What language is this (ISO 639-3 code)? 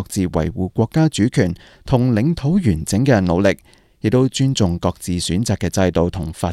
yue